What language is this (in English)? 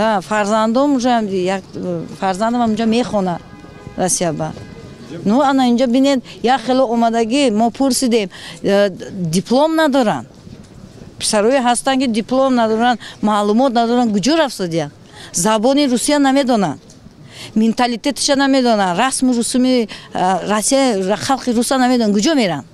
Tajik